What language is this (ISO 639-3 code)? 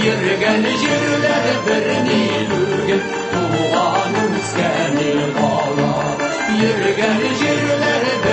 tat